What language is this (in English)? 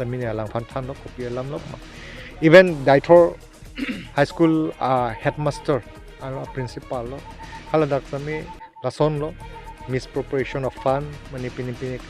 Karbi